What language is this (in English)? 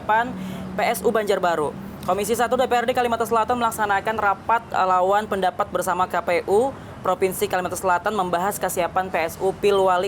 Banjar